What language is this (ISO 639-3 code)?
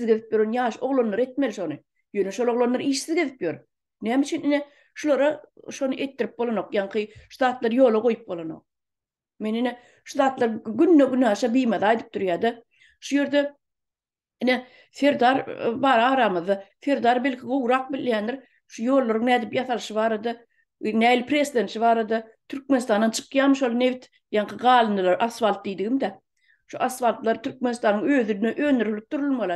tuk